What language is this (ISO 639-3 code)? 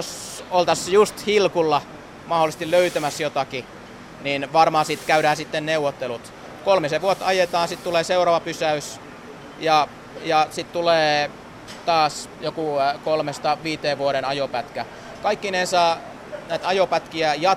fin